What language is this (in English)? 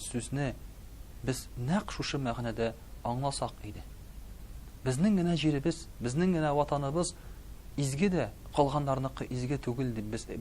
Tatar